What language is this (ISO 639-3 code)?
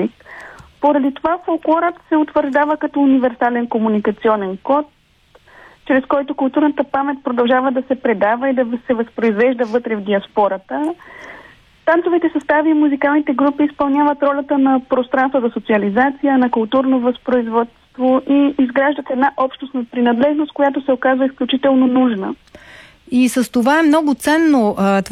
bul